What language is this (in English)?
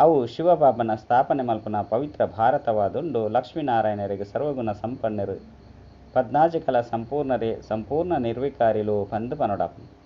Tulu